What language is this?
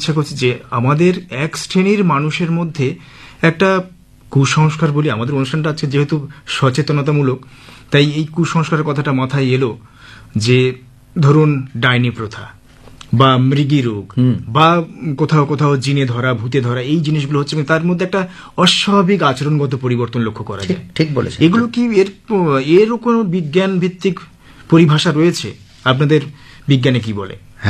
Bangla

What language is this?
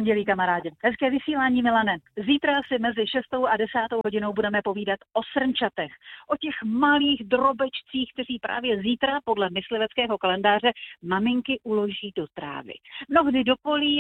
Czech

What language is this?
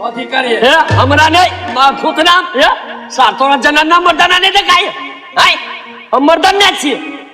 Maithili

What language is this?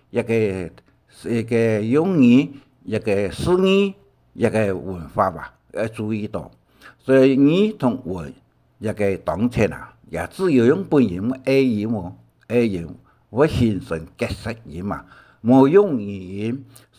Hakka Chinese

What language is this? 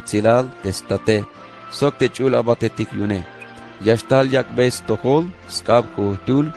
Tzeltal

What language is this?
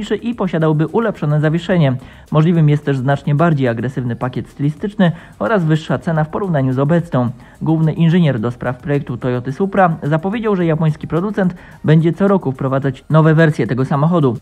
Polish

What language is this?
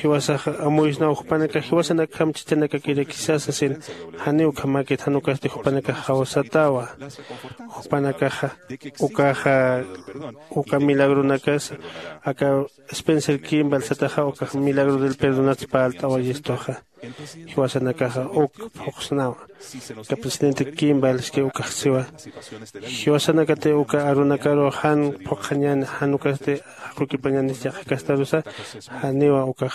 Aymara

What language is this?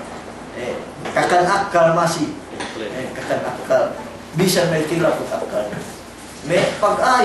Yakan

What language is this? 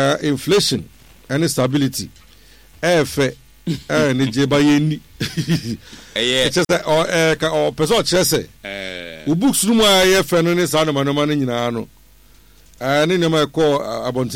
Akan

